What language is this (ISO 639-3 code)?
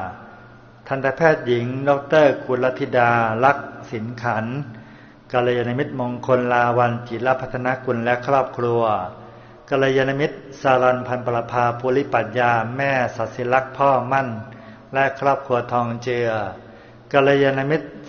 tha